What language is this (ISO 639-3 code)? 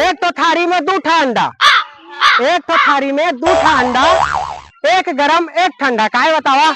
hne